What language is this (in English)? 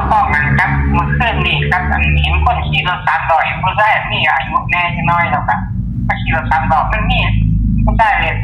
Northeastern Thai